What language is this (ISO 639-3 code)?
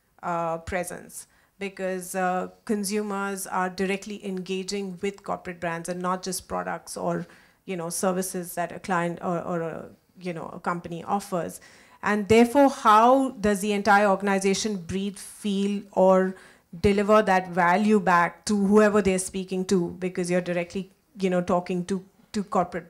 eng